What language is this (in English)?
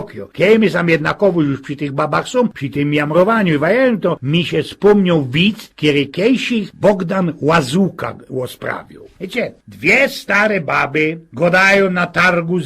Silesian